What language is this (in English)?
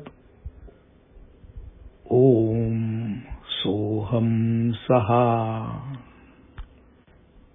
Marathi